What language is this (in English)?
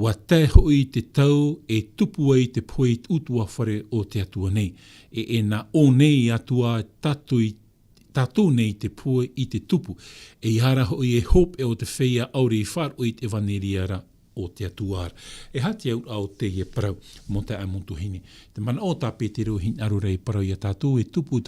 Tahitian